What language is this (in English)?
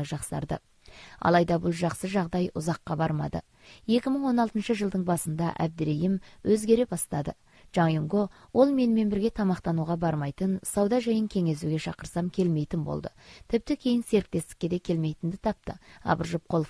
Kazakh